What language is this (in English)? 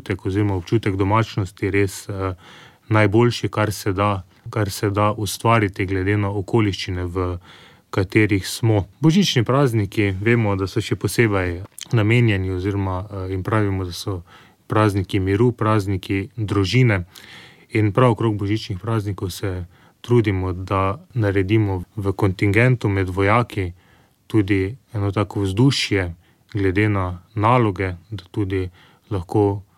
Slovenian